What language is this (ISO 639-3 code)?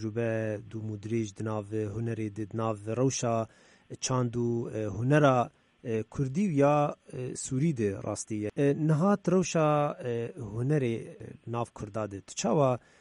kur